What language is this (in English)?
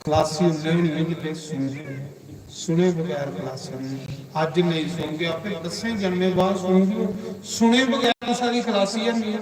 Dogri